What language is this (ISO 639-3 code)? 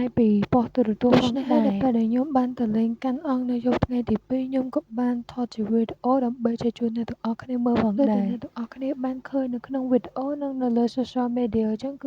khm